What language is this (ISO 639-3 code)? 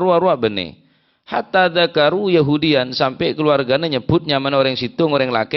mad